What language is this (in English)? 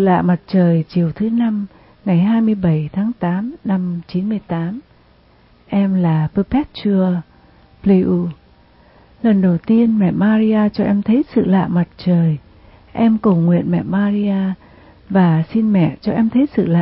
Vietnamese